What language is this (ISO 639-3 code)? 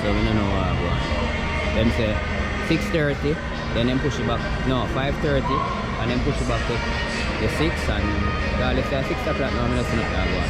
jam